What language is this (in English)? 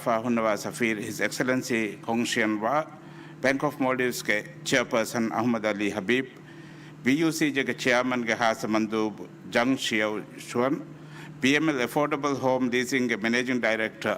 Divehi